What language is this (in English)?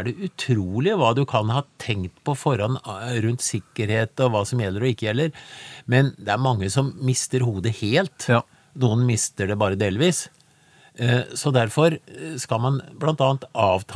Norwegian